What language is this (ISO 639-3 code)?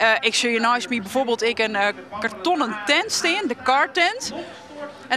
fry